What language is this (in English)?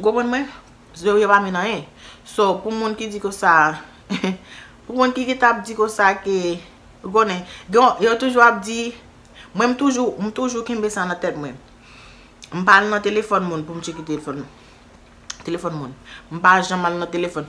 Haitian Creole